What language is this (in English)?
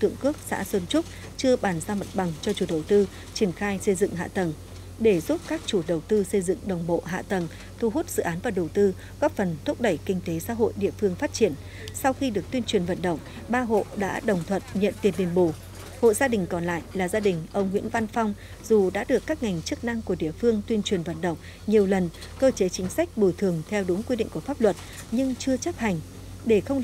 Vietnamese